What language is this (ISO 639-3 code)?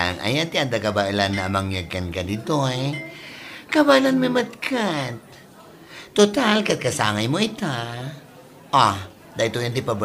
ilo